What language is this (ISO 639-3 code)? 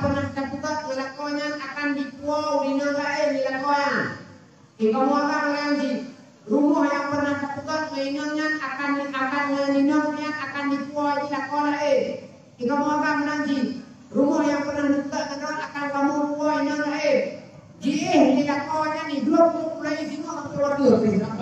ace